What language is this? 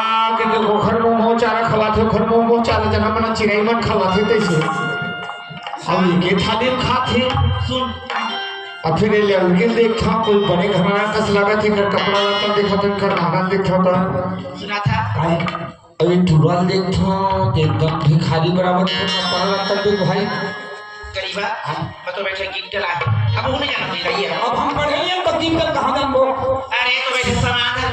Chhattisgarhi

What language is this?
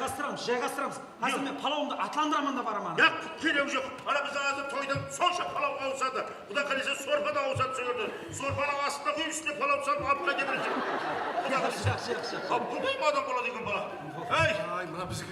Kara-Kalpak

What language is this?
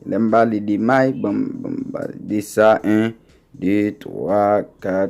Haitian Creole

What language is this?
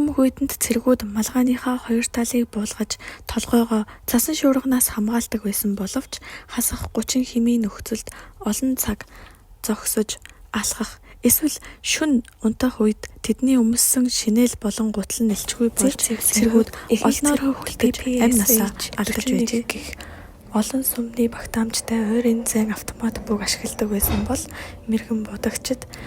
Mongolian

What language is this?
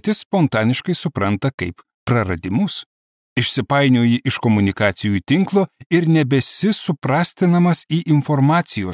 Lithuanian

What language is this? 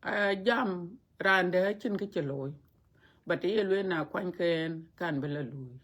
Dinka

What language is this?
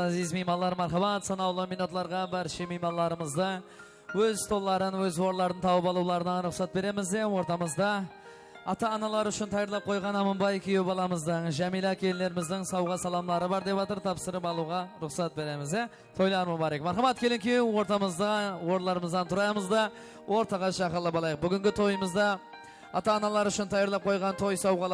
Kara-Kalpak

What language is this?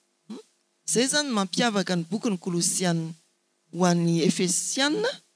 Malagasy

